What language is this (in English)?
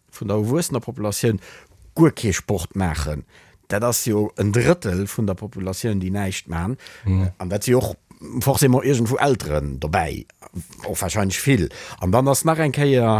Luxembourgish